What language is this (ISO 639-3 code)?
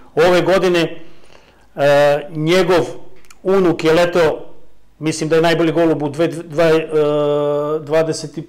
srp